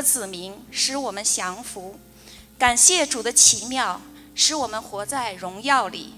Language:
Chinese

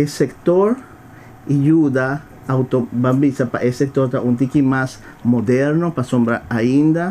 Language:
Papiamento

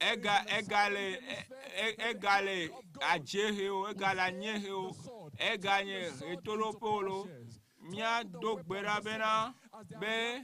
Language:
Ewe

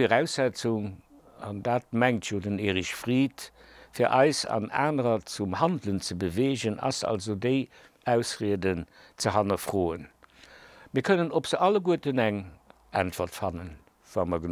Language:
Luxembourgish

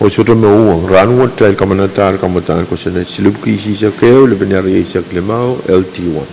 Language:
Pohnpeian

